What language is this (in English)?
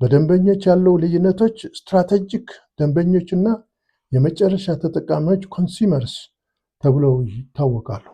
Amharic